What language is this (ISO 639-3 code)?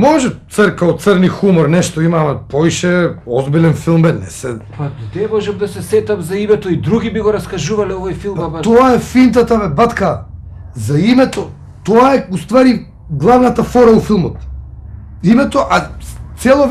mkd